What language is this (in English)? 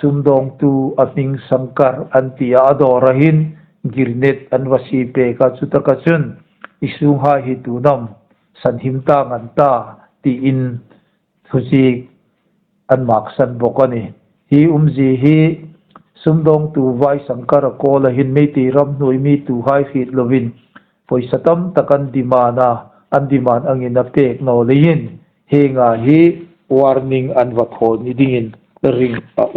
Hmar